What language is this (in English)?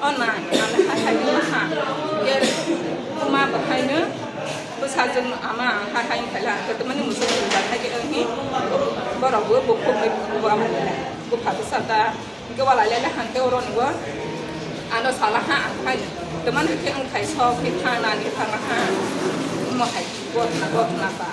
Kok Borok